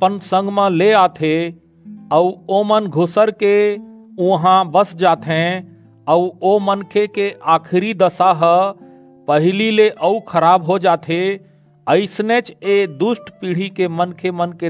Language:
Chhattisgarhi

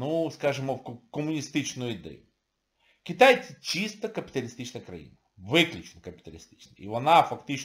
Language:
Ukrainian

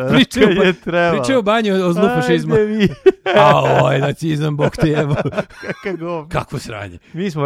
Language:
Serbian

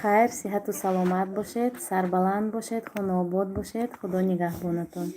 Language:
Tajik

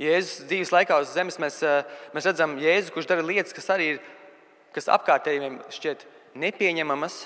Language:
Latvian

